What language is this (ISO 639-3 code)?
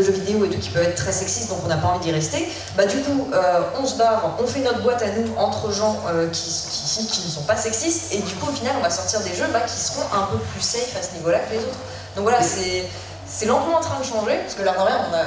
fra